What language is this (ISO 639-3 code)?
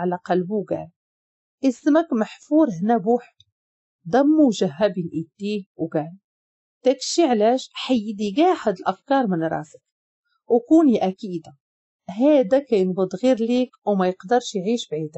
ary